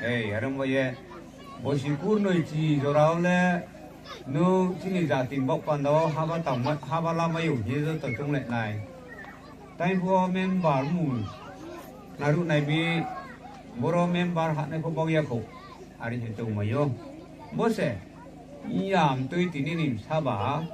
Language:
Riang (India)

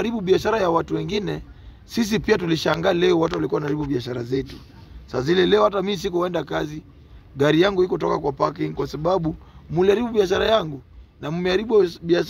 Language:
Swahili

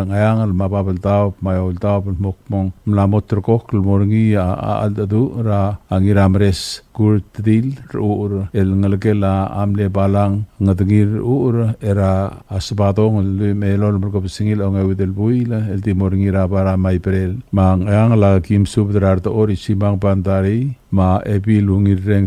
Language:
Palauan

